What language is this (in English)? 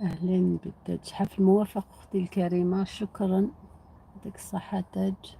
Algerian Arabic